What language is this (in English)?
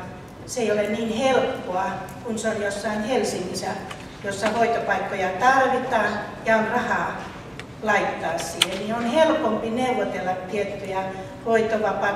Finnish